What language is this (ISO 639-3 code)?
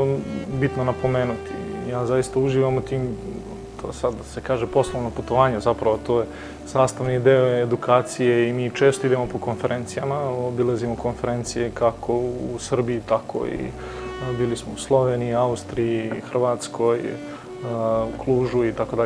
srp